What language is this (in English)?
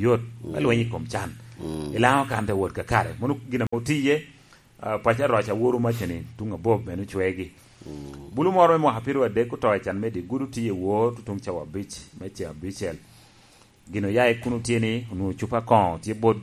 Lango (Uganda)